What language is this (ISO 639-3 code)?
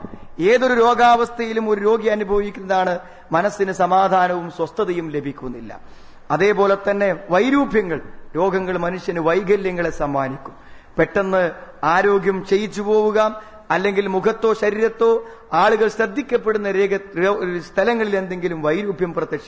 mal